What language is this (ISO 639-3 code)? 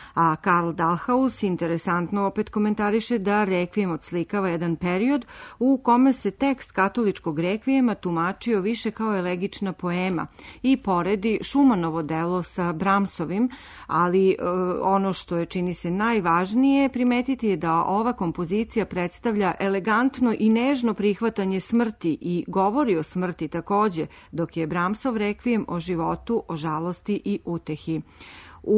srp